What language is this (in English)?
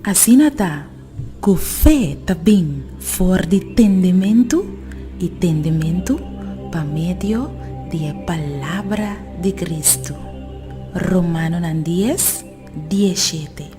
Papiamento